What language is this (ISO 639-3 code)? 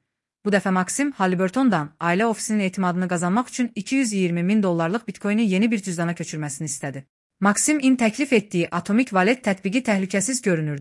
aze